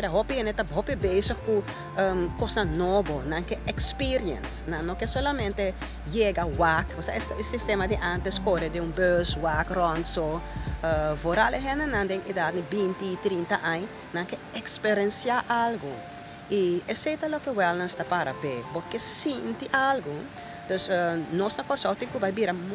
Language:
Papiamento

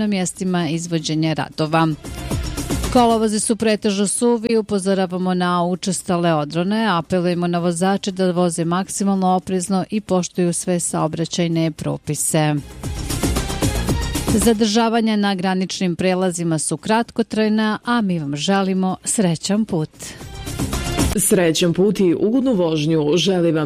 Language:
Serbian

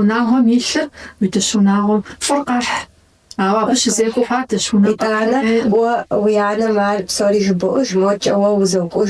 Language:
Kabardian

